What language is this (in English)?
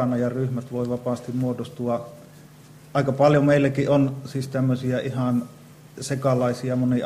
Finnish